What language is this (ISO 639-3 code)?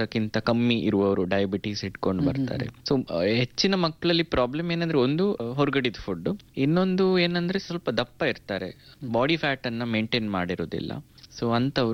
kan